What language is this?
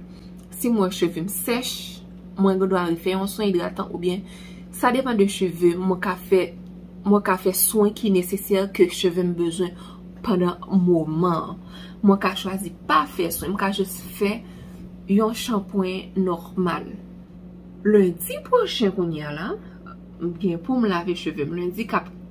Haitian Creole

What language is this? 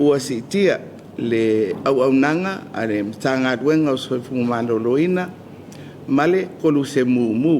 Samoan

